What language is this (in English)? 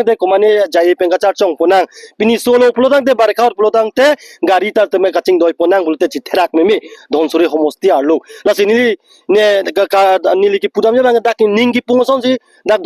Karbi